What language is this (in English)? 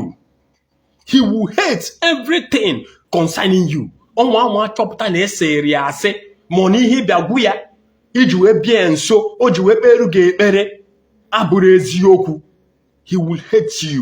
Igbo